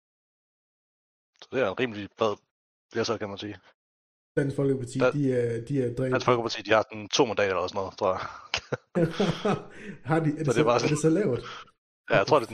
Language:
Danish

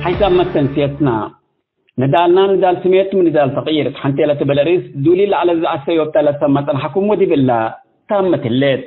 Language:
Tigre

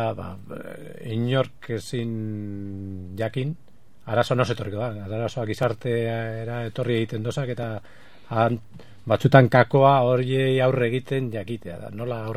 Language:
Basque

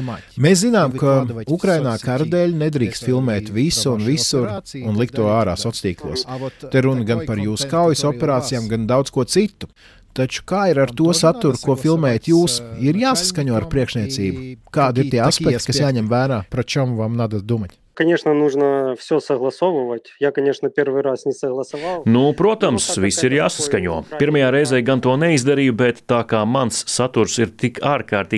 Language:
Latvian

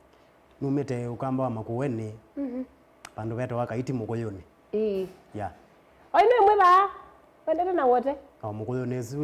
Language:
Kamba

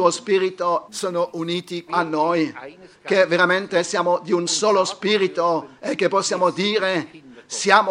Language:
Italian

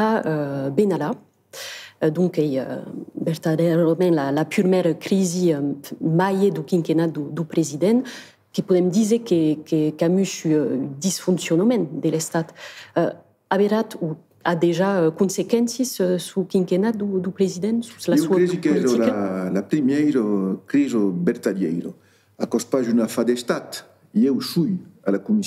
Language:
Occitan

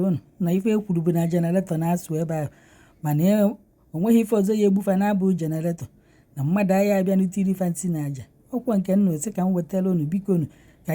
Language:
Igbo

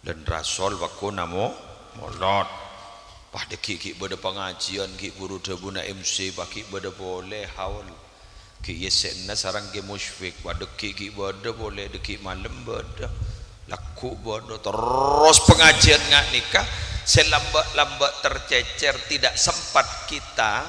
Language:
Madurese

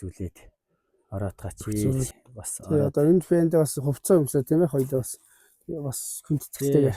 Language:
Mongolian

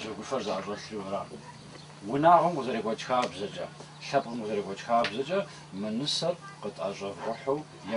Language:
Kabardian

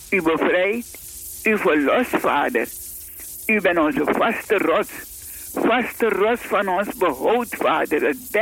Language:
Dutch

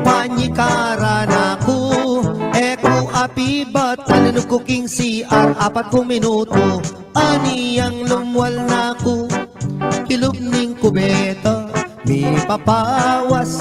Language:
Pampanga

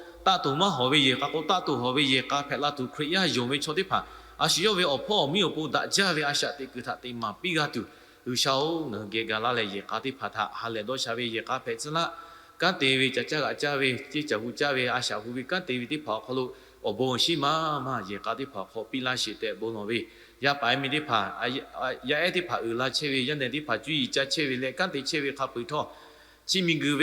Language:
Lahu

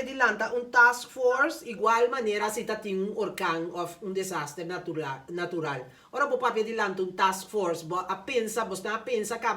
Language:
Papiamento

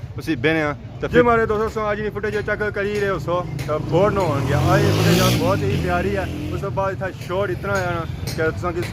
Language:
Pahari-Potwari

